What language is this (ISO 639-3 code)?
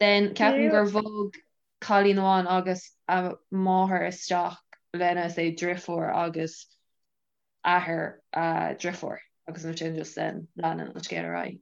gle